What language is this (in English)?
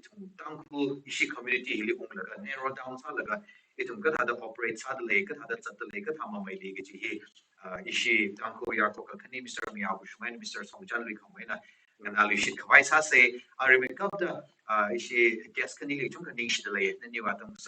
Tangkhul Naga (India)